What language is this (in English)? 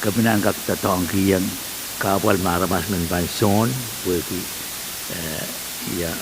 Pohnpeian